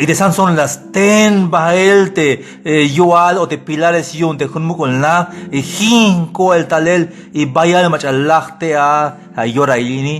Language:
Tzeltal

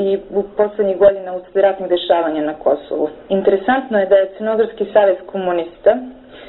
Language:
Serbian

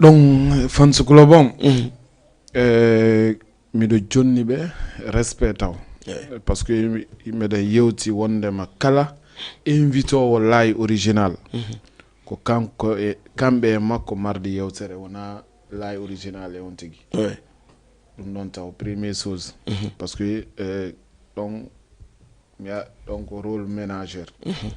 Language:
Fula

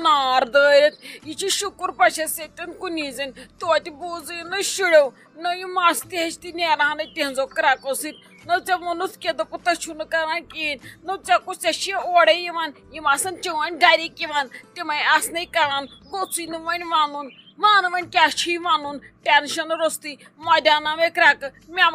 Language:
Kashmiri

